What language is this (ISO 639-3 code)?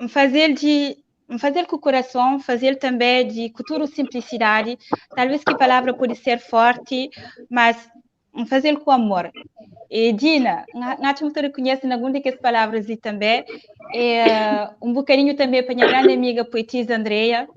kea